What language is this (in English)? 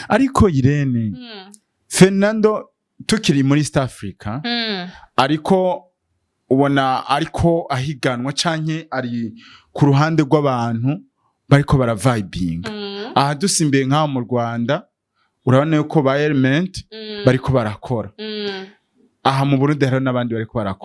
Rundi